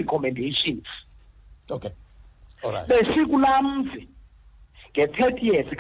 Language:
Xhosa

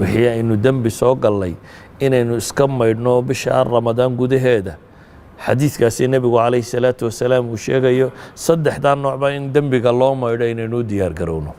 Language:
Somali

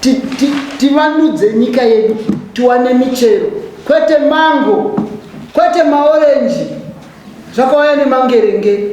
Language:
Shona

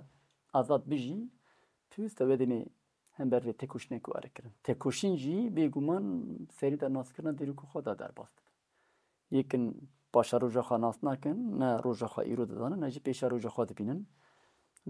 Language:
Kurdish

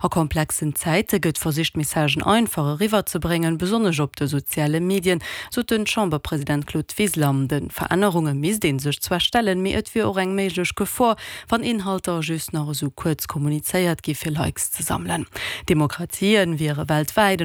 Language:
Luxembourgish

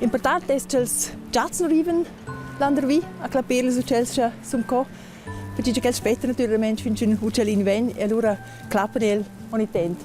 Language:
Romansh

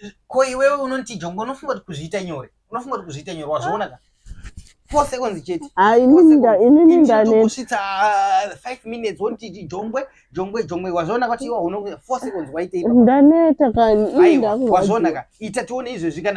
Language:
Shona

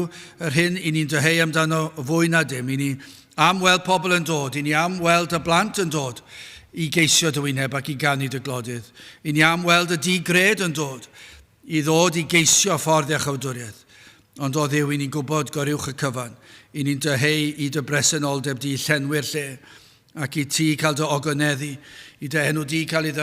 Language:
Welsh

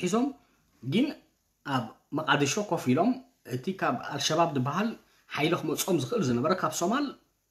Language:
Tigrinya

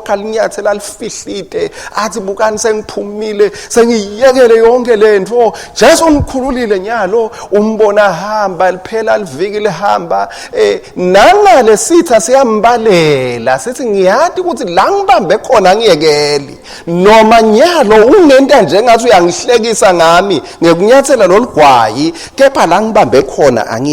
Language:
Swati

